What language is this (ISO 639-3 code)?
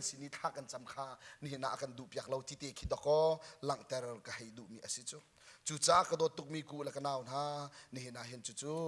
cnh